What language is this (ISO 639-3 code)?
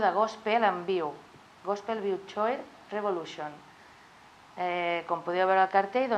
cat